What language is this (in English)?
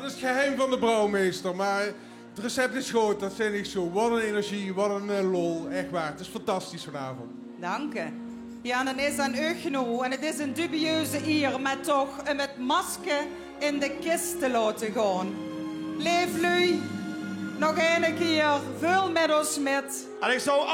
Limburgish